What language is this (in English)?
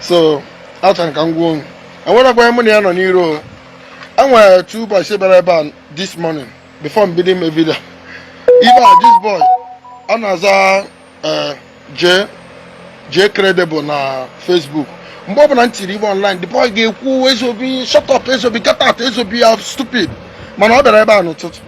Igbo